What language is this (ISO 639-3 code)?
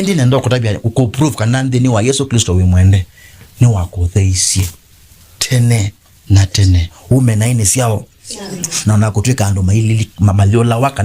kam